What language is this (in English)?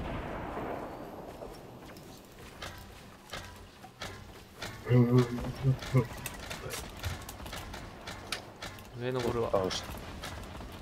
Japanese